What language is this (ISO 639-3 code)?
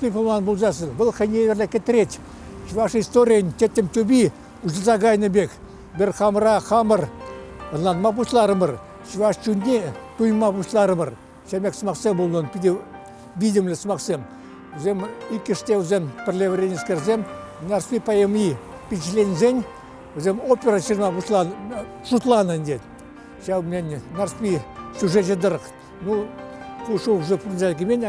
chv